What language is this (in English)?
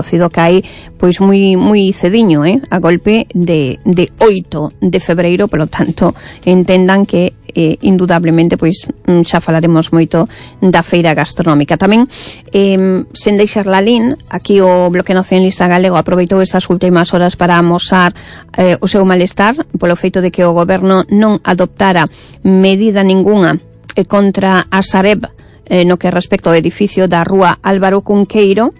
Galician